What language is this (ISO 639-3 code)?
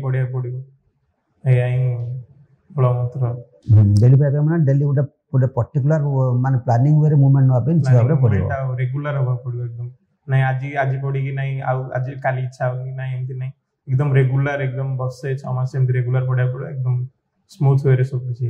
ori